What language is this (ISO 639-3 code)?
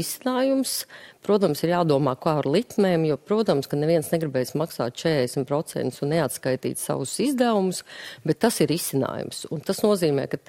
lav